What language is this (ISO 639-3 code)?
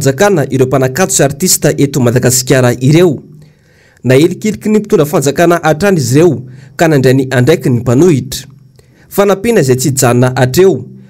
mlg